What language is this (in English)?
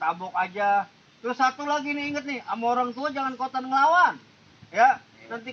Betawi